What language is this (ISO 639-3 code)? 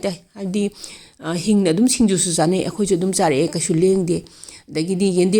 mni